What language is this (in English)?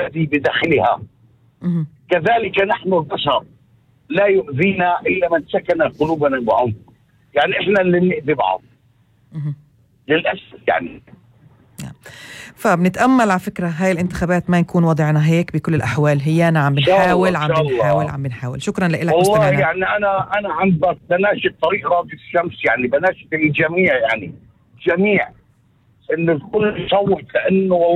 North Levantine Arabic